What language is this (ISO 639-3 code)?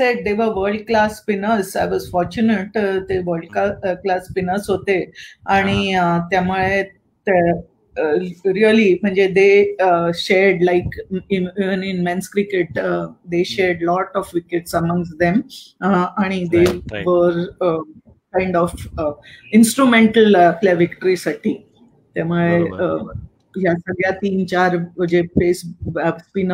mar